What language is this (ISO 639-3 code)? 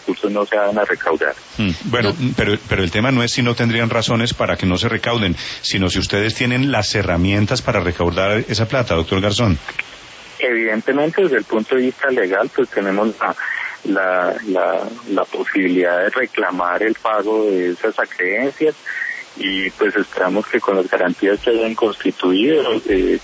spa